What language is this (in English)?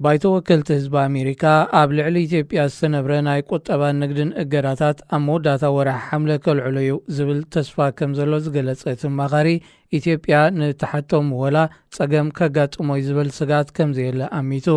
Tigrinya